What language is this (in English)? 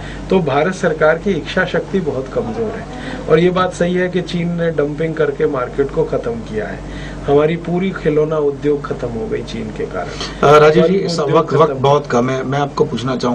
Hindi